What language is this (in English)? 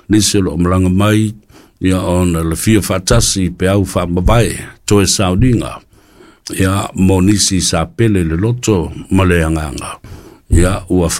Samoan